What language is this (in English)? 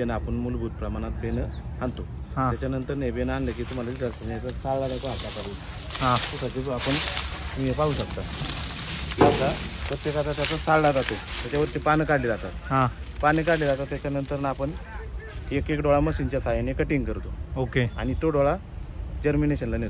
Marathi